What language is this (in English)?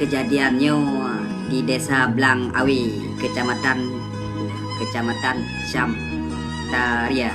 Achinese